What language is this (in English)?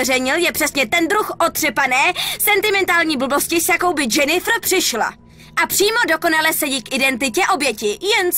Czech